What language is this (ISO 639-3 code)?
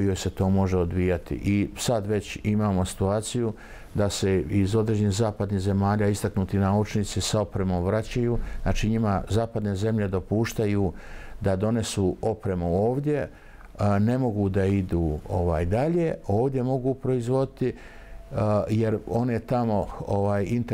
bos